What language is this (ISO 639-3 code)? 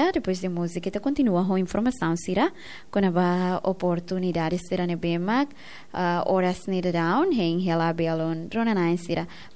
tet